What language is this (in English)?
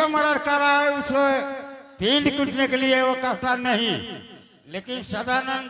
Angika